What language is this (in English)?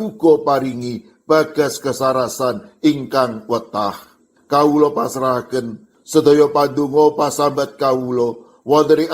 Javanese